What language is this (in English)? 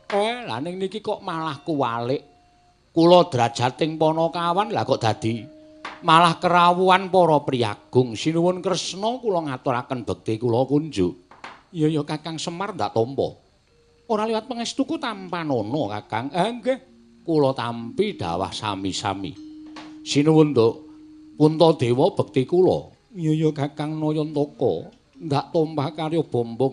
Javanese